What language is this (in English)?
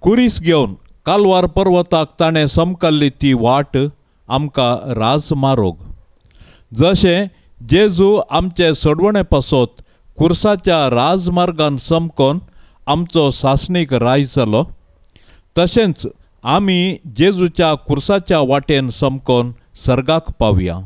Konkani